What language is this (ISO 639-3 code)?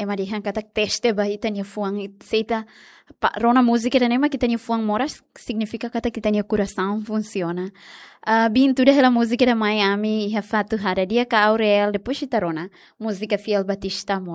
tet